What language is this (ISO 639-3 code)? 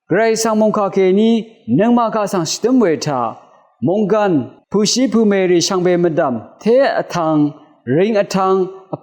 raw